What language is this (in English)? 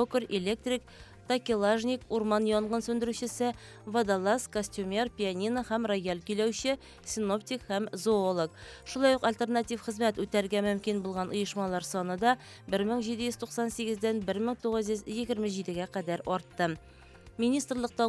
Tatar